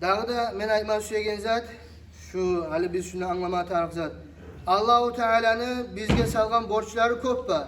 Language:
Kumyk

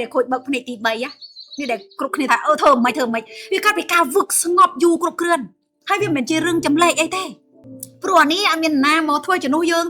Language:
Khmer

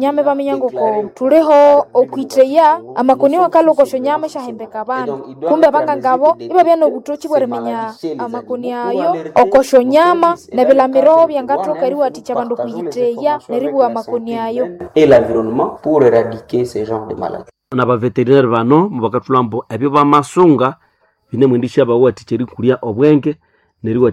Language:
Nande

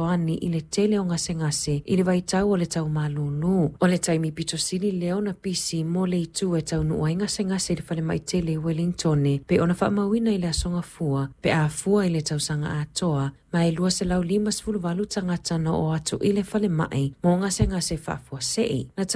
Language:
Samoan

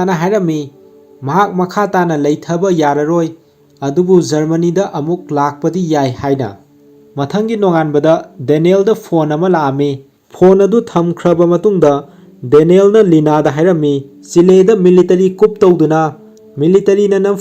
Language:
Manipuri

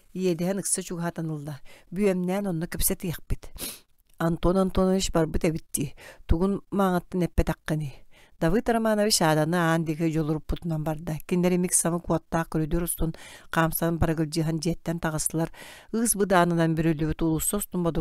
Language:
Yakut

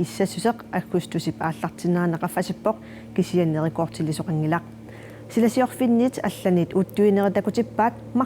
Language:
Kalaallisut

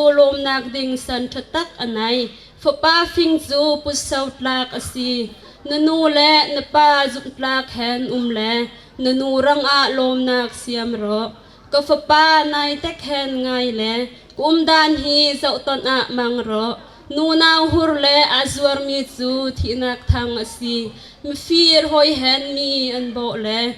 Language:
Bawm Chin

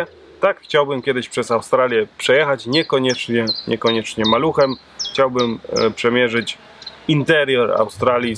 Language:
Polish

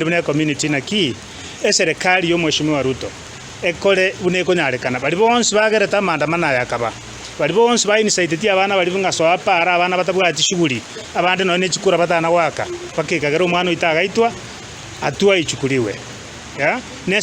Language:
Gusii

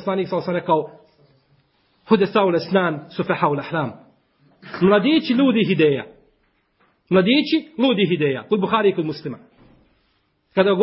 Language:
Bosnian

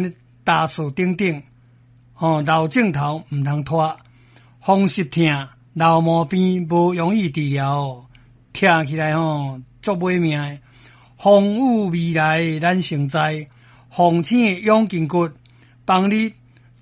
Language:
Min Nan Chinese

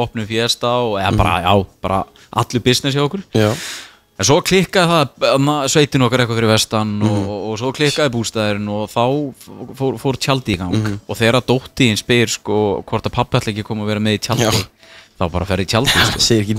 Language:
Icelandic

